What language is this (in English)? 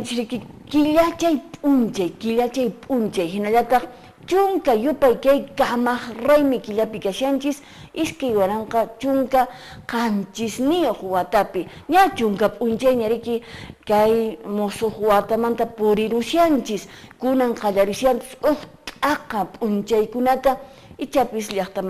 Quechua